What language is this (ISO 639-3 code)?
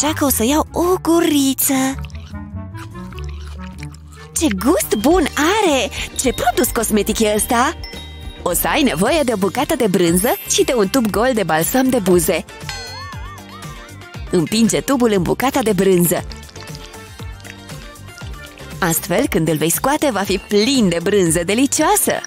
ron